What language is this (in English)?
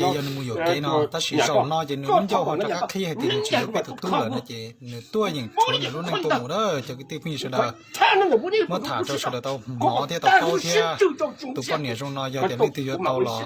Hmong